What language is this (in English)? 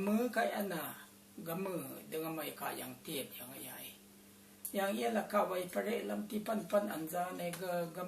Rawang